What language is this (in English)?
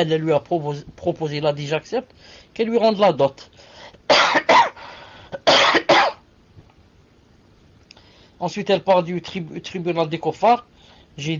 French